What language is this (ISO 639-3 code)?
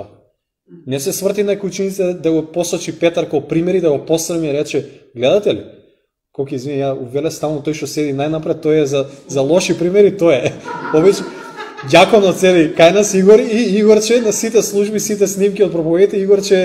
mkd